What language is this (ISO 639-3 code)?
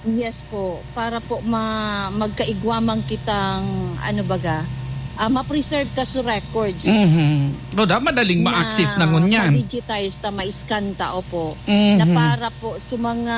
bik